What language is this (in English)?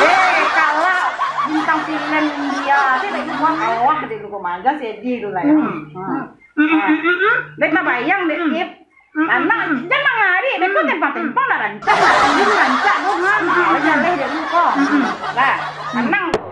Minangkabau